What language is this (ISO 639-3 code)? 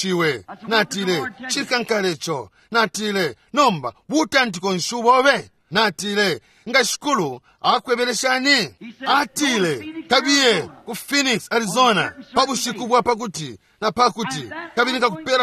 bem